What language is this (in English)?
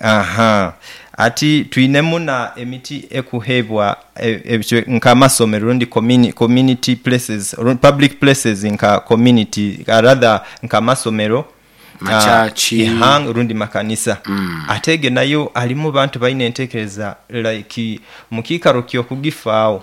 Nyoro